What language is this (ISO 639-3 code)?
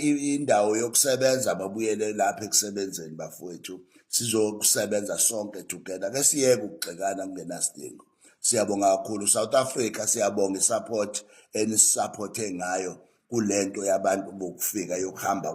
zul